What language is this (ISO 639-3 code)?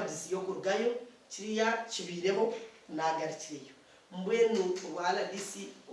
nyn